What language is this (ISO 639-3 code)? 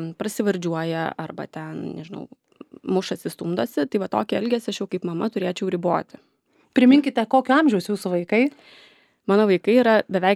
lit